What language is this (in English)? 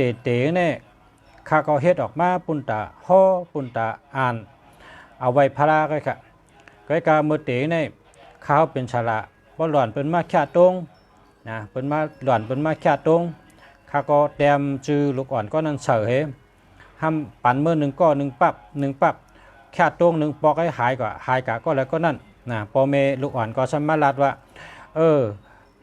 Shan